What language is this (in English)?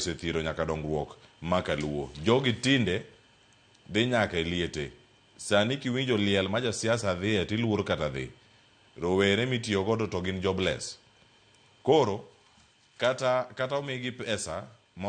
Luo (Kenya and Tanzania)